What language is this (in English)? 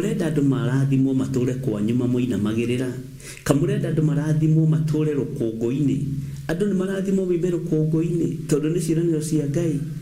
Kikuyu